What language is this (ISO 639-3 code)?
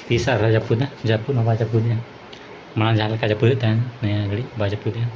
sat